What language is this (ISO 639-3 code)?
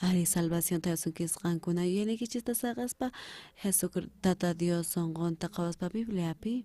quh